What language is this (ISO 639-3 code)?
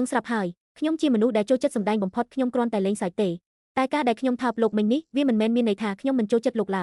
khm